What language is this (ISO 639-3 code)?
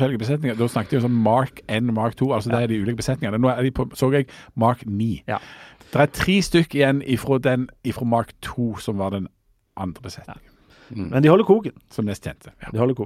nor